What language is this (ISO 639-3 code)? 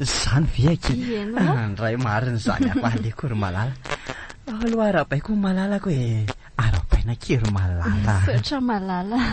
mlg